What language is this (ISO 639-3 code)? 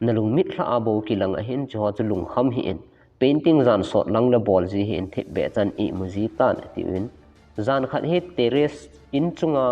tcz